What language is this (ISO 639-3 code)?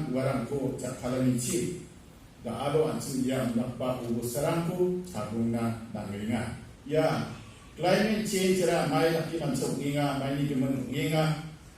grt